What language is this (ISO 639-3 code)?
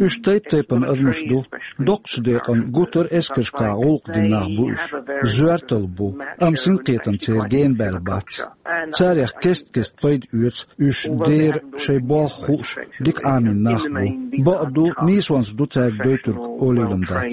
che